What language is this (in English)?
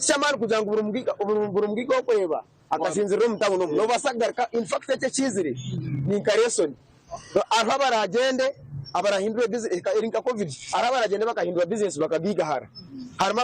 Nyankole